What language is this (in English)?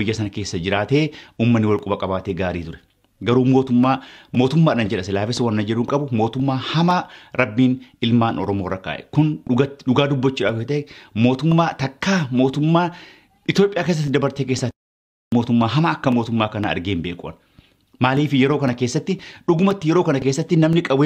Oromo